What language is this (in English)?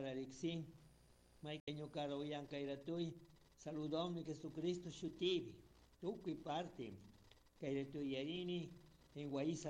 Chimborazo Highland Quichua